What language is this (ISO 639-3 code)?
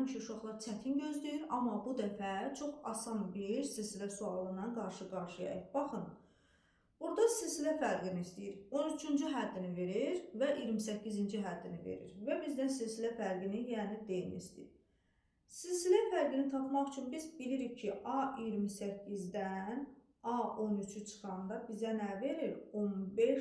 aze